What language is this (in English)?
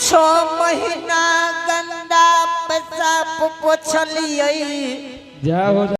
Angika